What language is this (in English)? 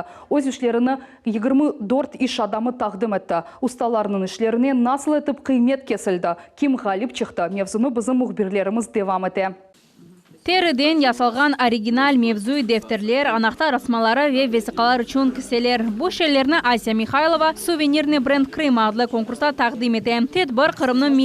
Crimean Tatar